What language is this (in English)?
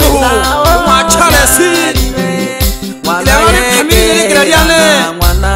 Swahili